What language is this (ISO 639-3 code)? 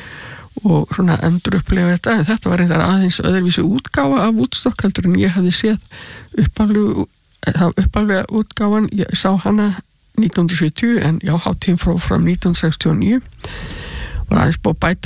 isl